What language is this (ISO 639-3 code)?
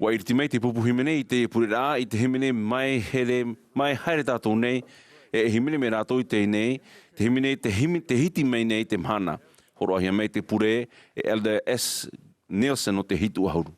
tah